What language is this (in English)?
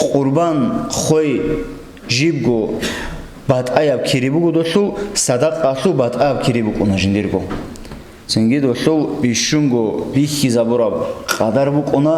Avaric